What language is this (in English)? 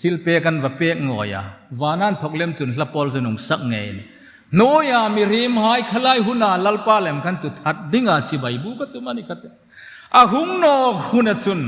Hmar